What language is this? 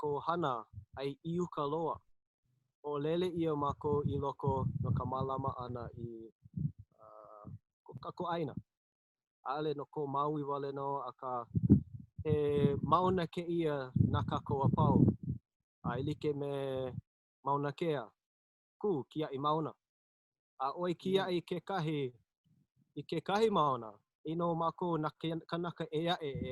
Hawaiian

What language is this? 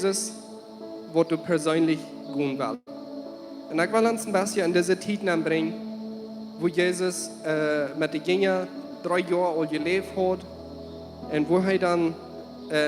Plautdietsch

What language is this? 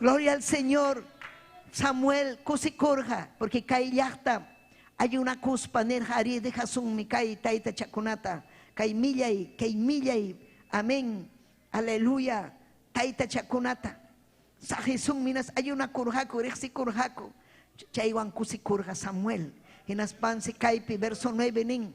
Ayacucho Quechua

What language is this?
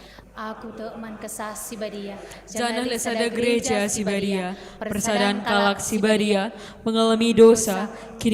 Batak Karo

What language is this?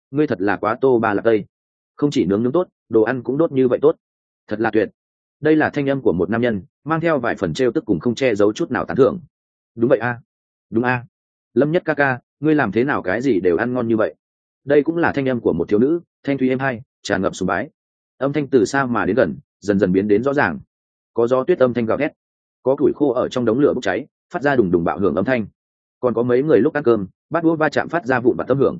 Vietnamese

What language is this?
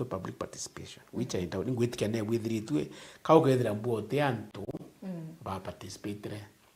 Meru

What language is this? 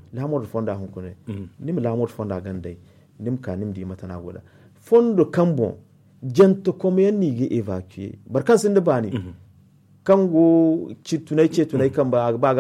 Zarma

